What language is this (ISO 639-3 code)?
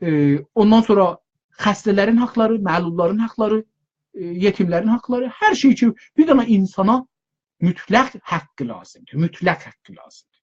azb